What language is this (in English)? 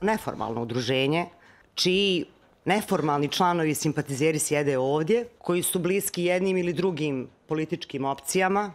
Croatian